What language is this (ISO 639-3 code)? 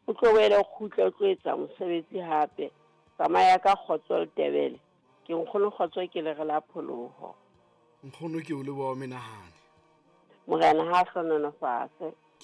sot